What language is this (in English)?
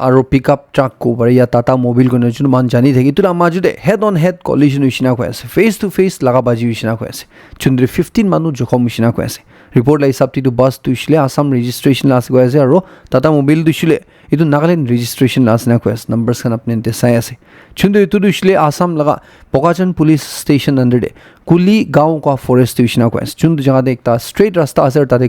Naga Pidgin